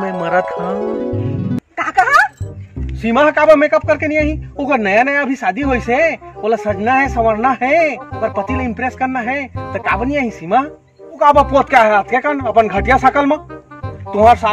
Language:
Chhattisgarhi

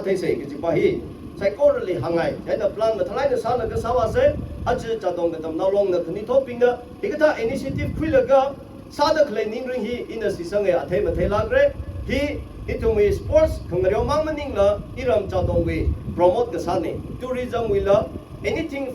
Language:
Tangkhul Naga (India)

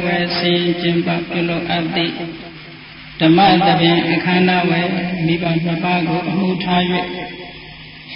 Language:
Burmese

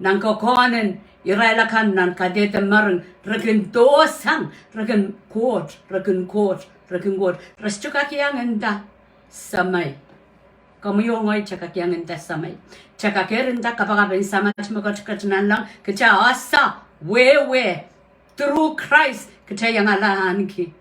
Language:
Pohnpeian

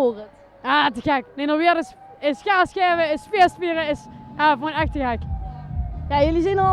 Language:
Limburgish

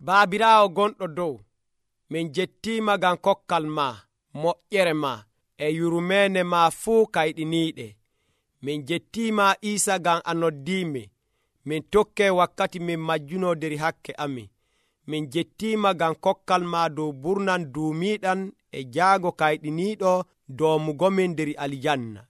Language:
Nigerian Fulfulde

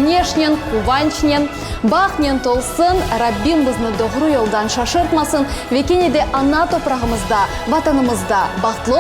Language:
Crimean Tatar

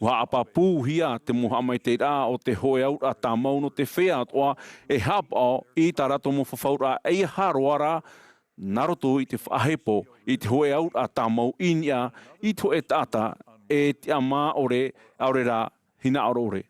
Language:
Tahitian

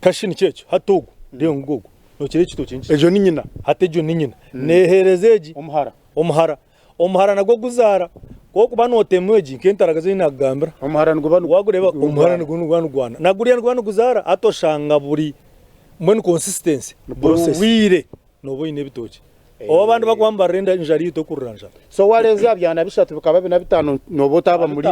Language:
Nyankole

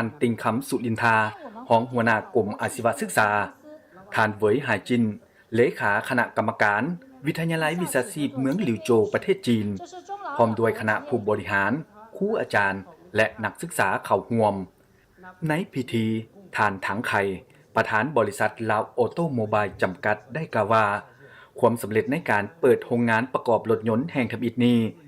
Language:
Lao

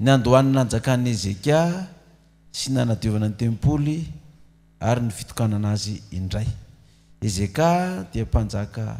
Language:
Malagasy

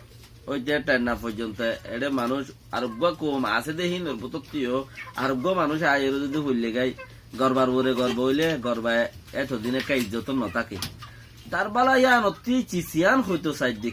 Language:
Rohingya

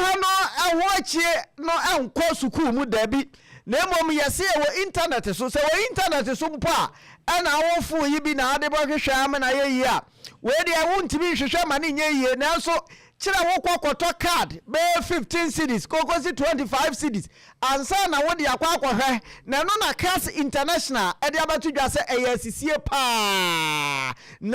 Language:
Akan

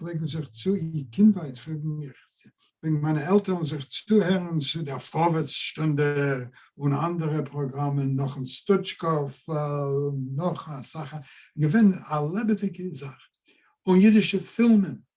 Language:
Yiddish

